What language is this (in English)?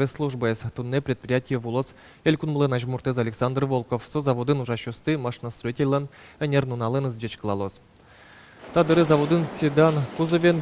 Udmurt